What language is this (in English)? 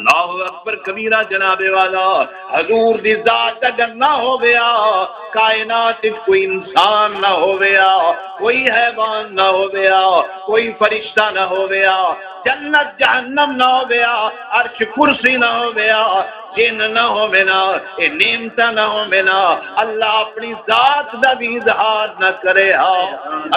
Saraiki